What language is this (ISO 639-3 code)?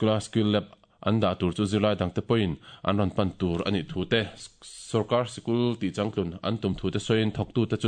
lus